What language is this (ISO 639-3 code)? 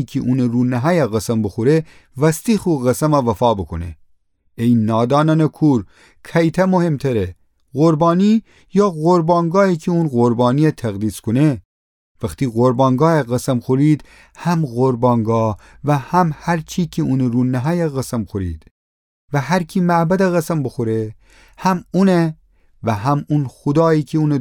glk